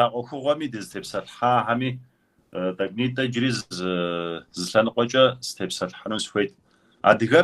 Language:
Kabardian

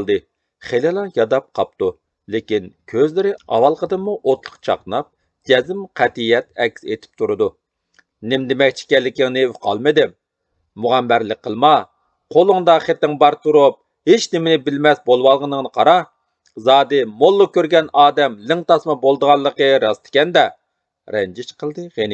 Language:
Uyghur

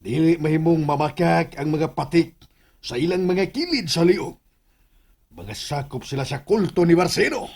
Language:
Cebuano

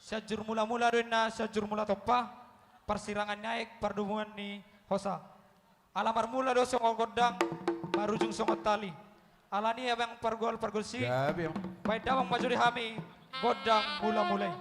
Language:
Batak Toba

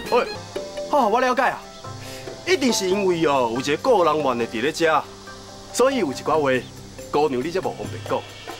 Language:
Min Nan Chinese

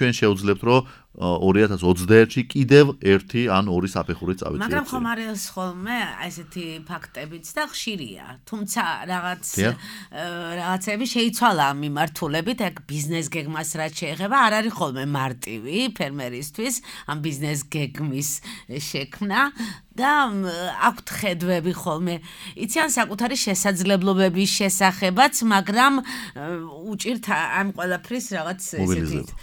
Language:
Georgian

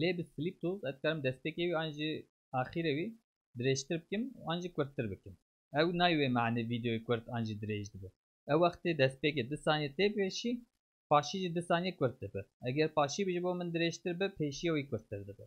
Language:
Kurdish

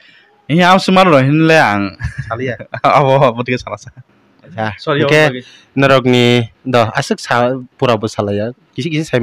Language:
Kok Borok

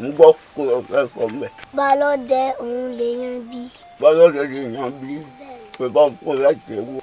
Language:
Yoruba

